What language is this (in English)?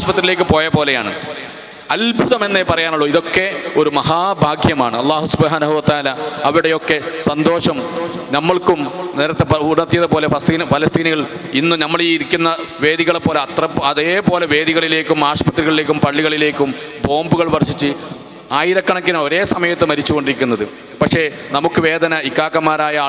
Malayalam